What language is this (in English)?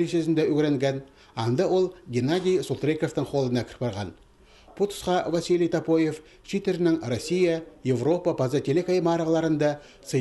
Khakas